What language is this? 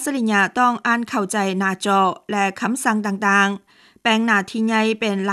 Lao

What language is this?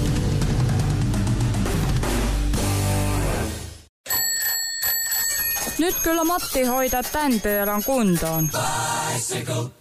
Finnish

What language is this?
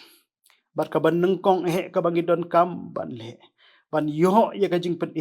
Khasi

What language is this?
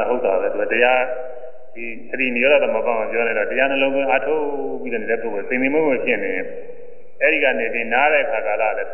Burmese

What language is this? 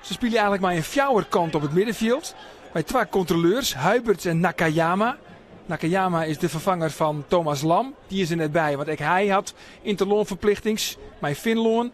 Western Frisian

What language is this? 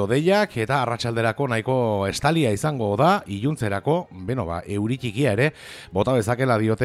Basque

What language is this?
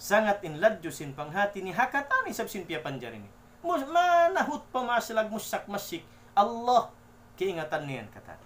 Tausug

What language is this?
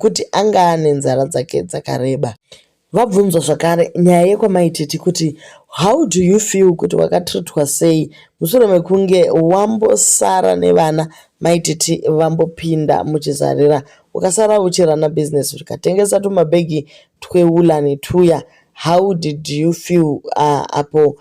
Shona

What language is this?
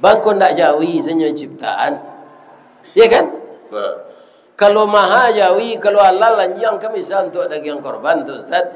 Minangkabau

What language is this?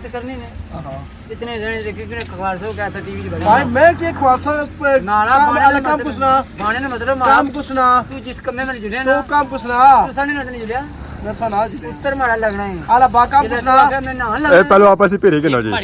Pahari-Potwari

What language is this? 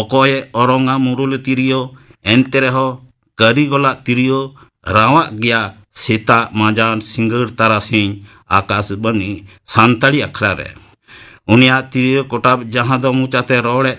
Santali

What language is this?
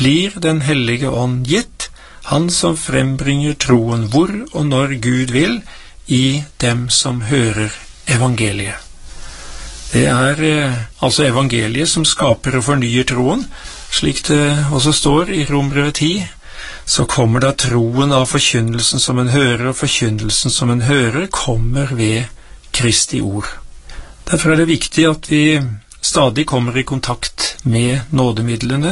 Norwegian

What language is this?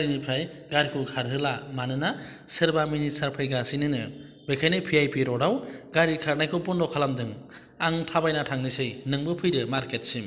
Bodo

